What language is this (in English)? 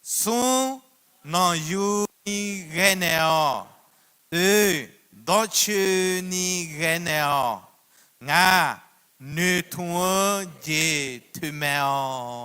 Akha